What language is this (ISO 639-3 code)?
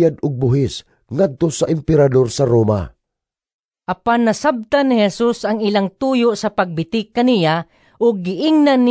ceb